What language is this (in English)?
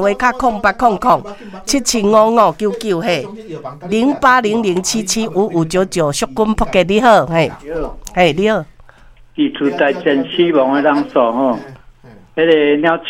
Min Nan Chinese